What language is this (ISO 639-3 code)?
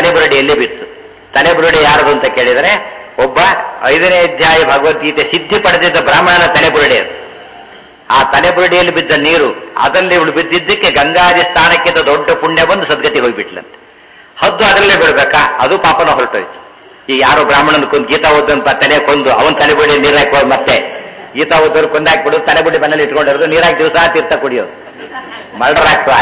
kan